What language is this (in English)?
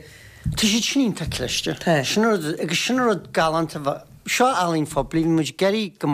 Irish